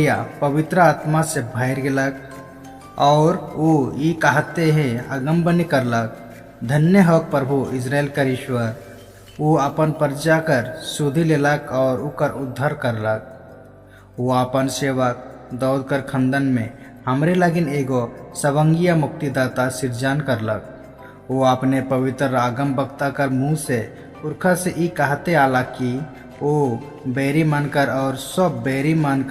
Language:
Sadri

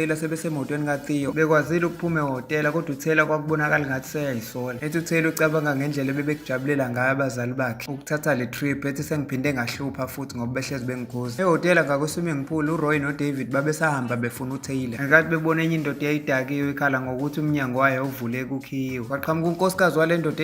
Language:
Zulu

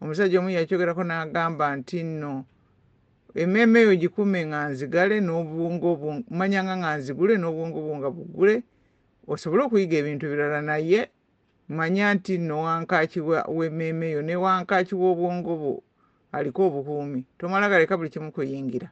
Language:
Ganda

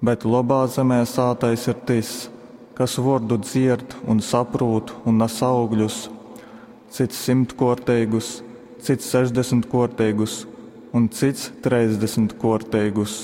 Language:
Latgalian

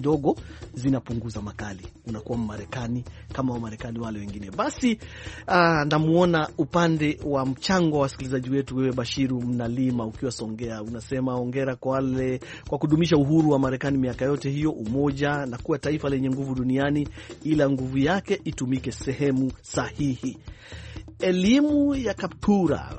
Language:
Swahili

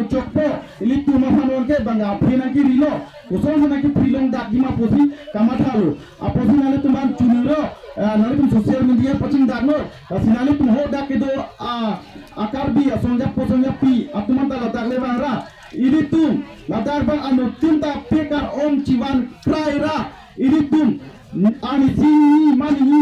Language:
Karbi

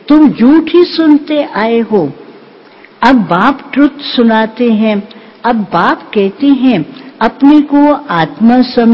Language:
Hindi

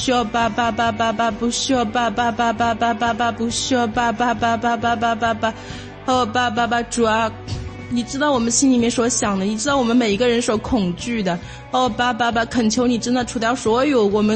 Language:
Chinese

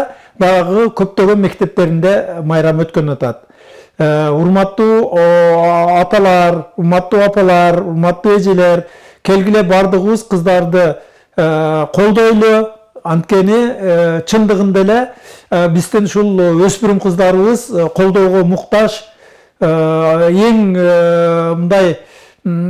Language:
Kyrgyz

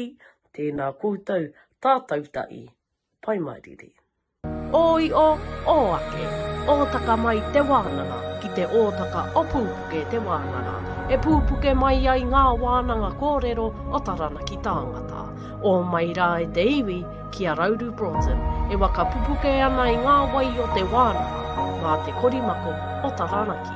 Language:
Māori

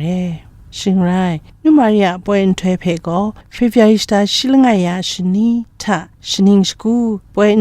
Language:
Kachin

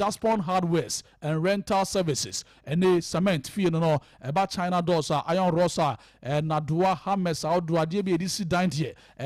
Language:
Akan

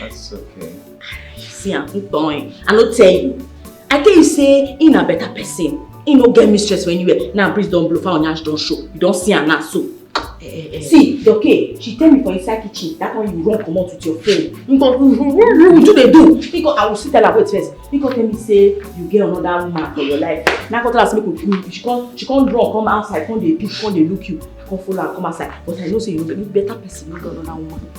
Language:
Nigerian Pidgin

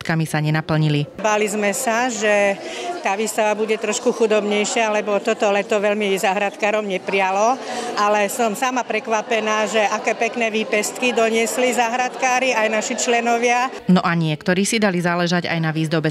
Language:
Slovak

